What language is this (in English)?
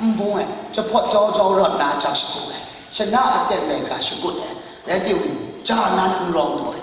Kachin